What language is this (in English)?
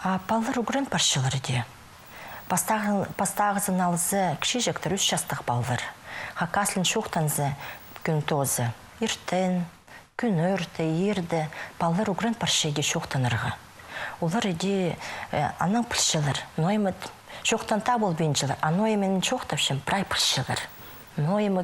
Khakas